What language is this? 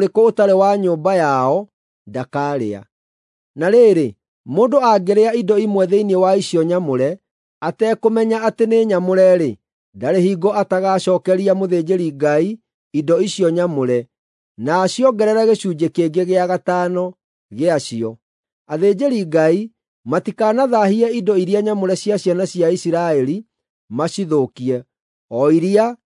Kikuyu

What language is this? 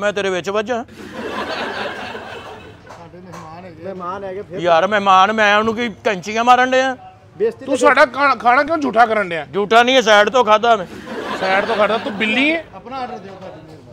Punjabi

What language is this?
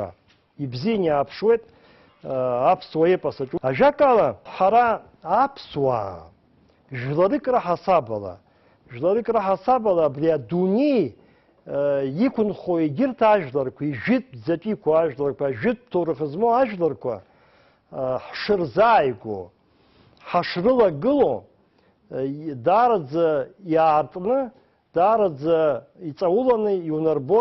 Abkhazian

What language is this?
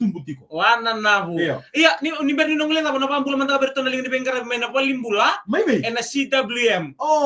Fijian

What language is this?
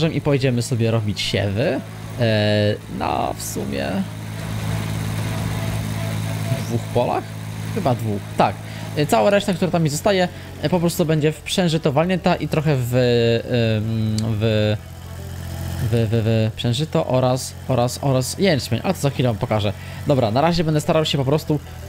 Polish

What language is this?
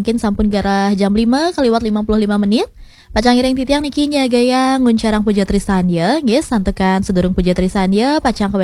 Balinese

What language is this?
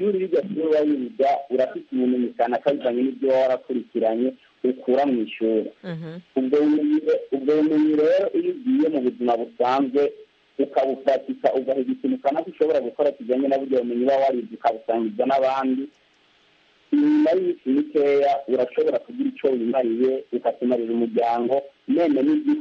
Kinyarwanda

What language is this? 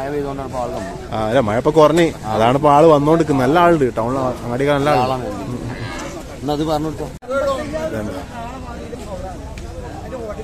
Malayalam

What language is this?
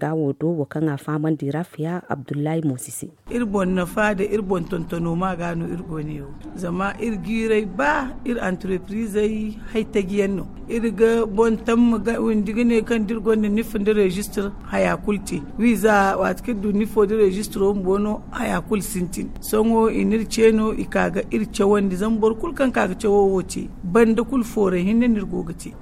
Zarma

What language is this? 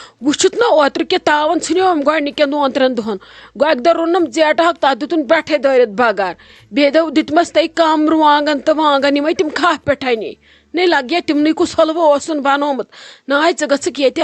Kashmiri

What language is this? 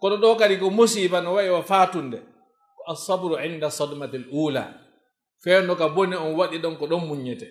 Fula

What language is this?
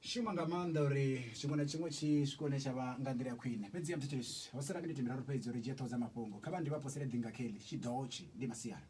Venda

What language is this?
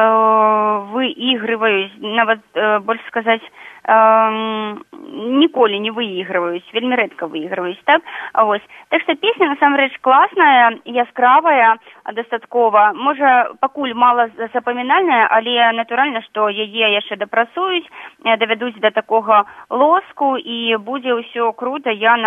Belarusian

